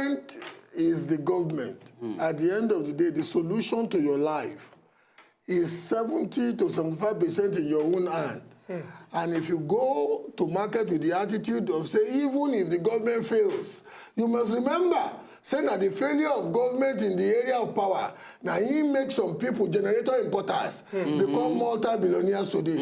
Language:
Nigerian Pidgin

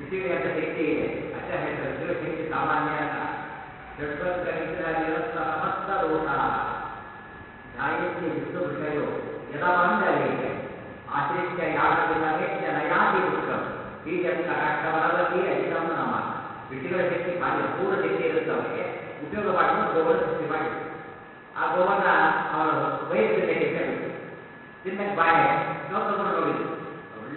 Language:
Kannada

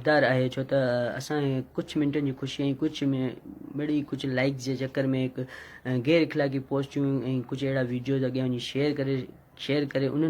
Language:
Sindhi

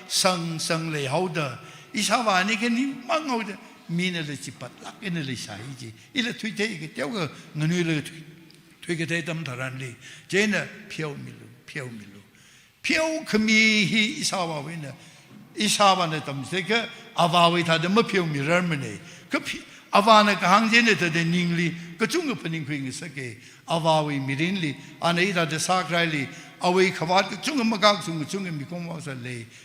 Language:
Tangkhul Naga (India)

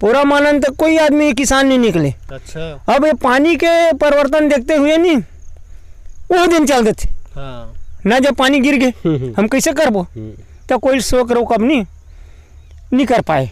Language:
Chhattisgarhi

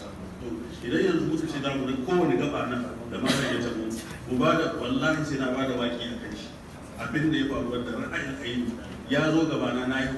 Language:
Hausa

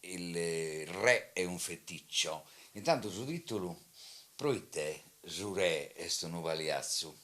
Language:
Sardinian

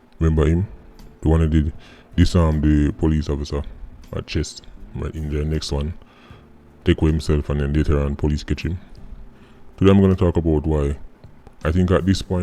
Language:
Jamaican Creole English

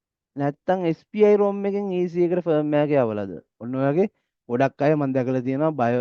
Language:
Sinhala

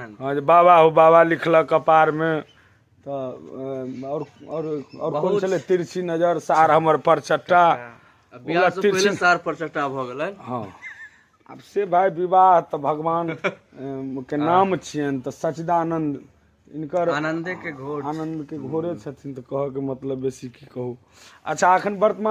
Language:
Maithili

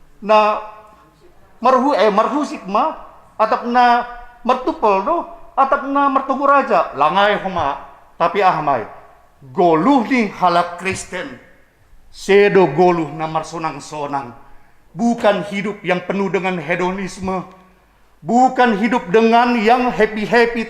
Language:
Batak Simalungun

